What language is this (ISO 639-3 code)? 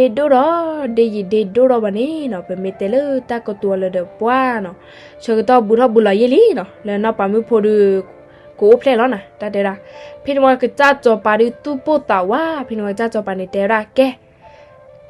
ksw